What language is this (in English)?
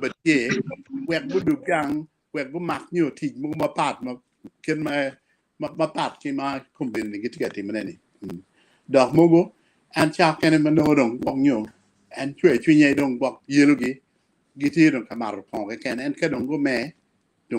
Acoli